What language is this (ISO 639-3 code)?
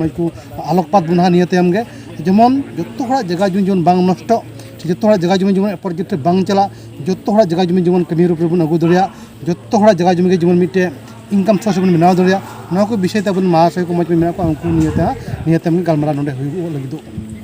sat